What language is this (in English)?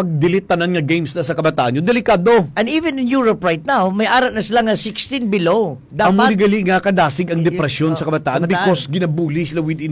Hiligaynon